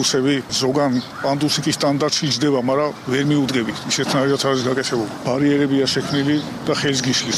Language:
Georgian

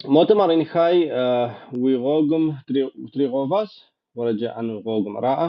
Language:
Kabardian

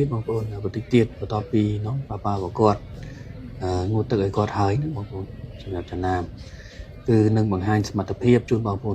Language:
Khmer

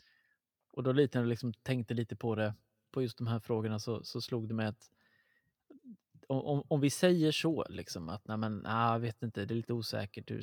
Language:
Swedish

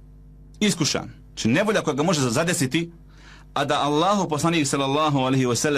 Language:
Bosnian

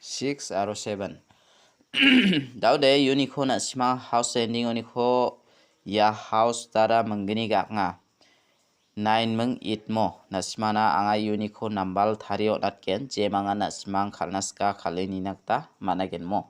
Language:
Garo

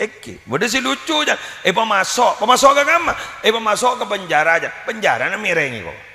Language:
Madurese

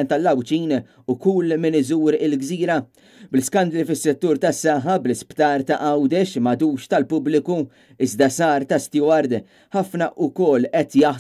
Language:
Maltese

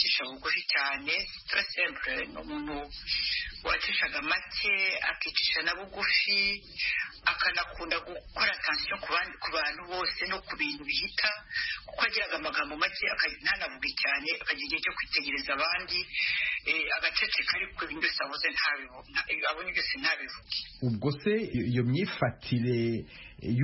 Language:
Kinyarwanda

